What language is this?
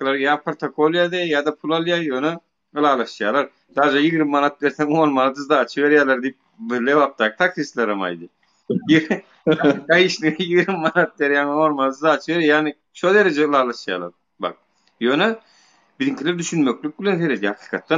Turkmen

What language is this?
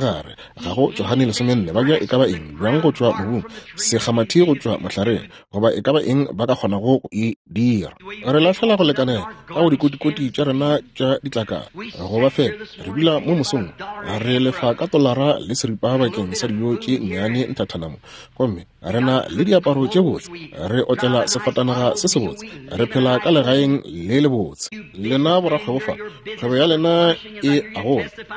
Northern Sotho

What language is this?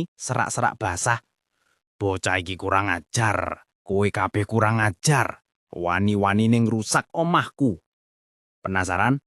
Javanese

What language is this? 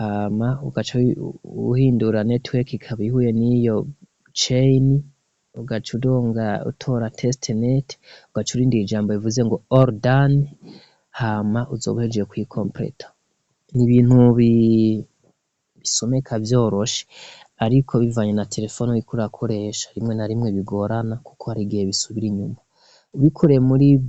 Rundi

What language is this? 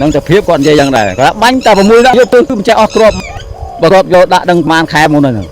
Khmer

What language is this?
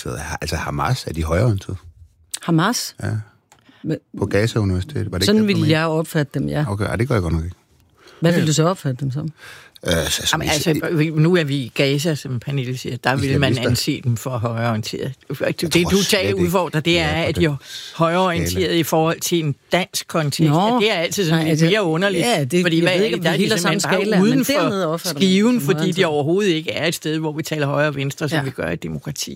Danish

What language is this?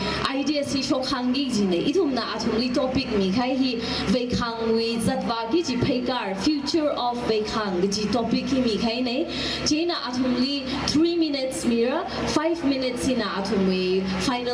Tangkhul Naga (India)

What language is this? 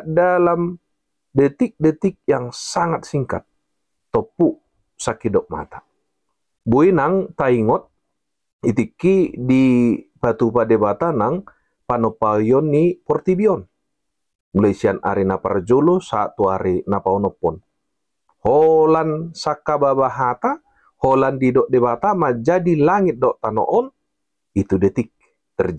Batak Toba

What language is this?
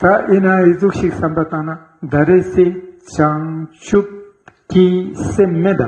Ladakhi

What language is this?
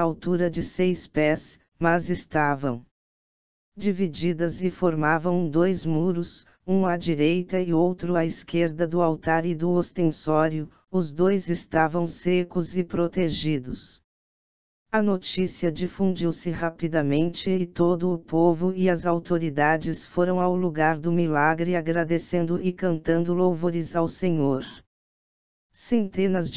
Portuguese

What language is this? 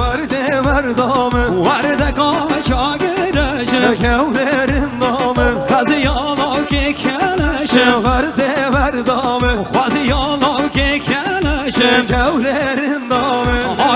Kurdish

